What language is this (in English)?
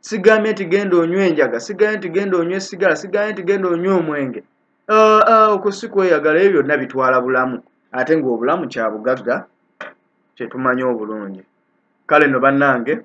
Ganda